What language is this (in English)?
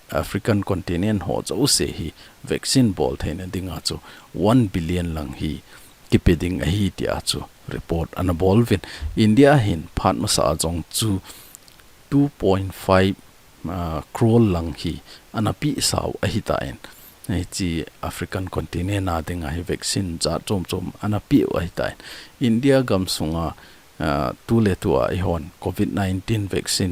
Thado Chin